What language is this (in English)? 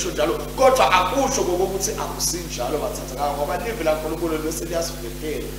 Swati